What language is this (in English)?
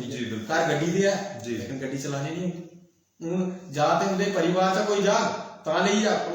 Dogri